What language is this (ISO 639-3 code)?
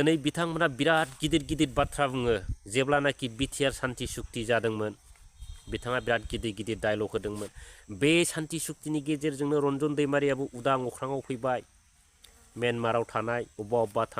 brx